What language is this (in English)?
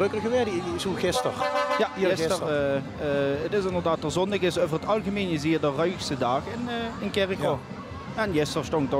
Limburgish